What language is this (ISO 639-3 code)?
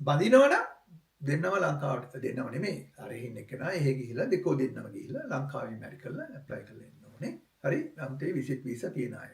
sin